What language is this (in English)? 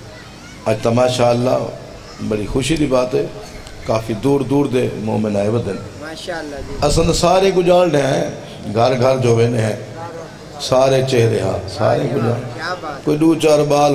Saraiki